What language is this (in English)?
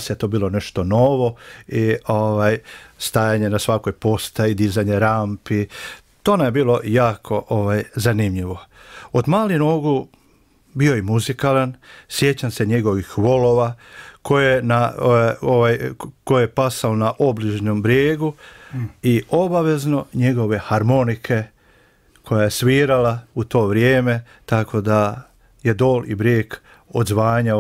Croatian